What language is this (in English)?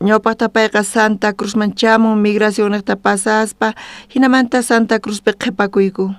South Bolivian Quechua